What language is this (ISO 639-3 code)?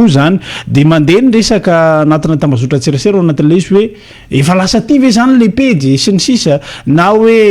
mlg